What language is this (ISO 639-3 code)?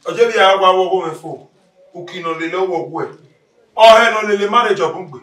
bin